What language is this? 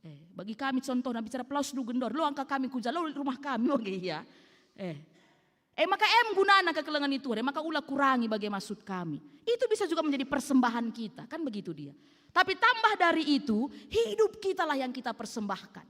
Batak Karo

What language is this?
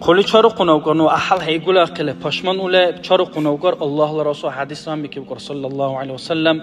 Dargwa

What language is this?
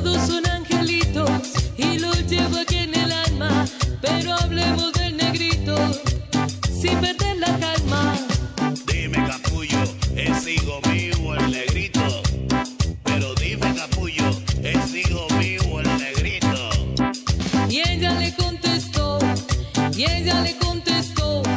Spanish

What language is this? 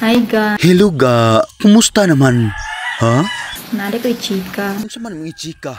Cebuano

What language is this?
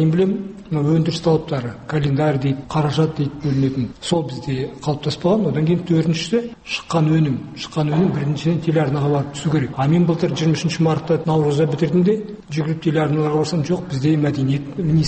Kazakh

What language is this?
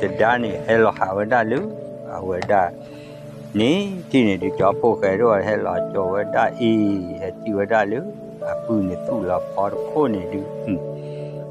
S'gaw Karen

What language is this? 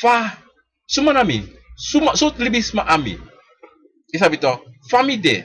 Sranan Tongo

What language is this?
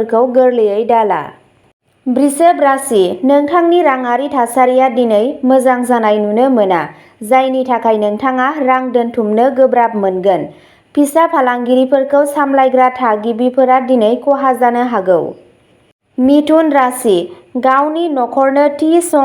Bodo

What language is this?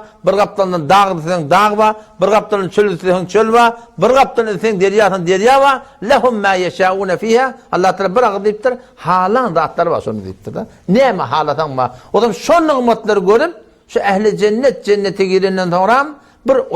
Turkmen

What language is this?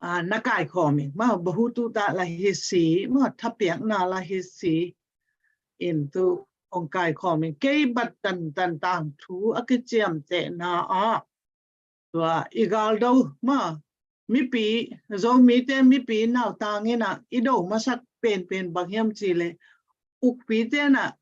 Tedim Chin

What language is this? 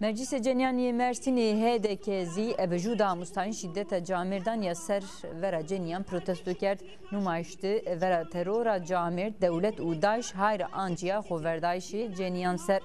Zaza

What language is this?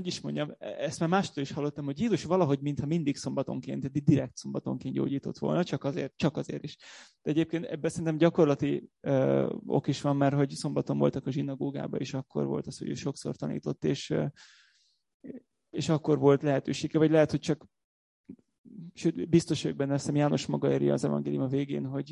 Hungarian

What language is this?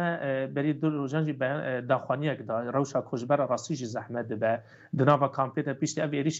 Kurdish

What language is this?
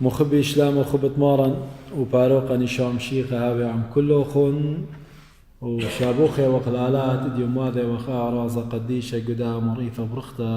Assyrian Neo-Aramaic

